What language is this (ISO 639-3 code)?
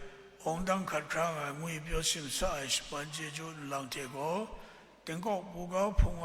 kac